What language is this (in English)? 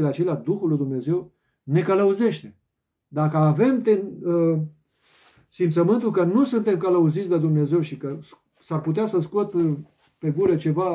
Romanian